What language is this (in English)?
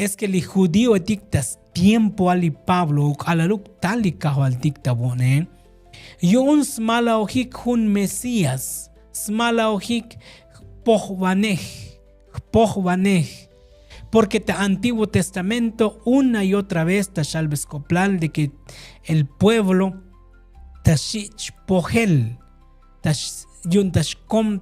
Tzotzil